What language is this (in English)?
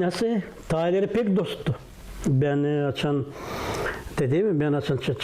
Gagauz